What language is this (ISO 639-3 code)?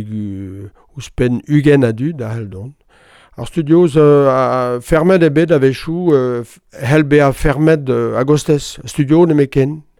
bre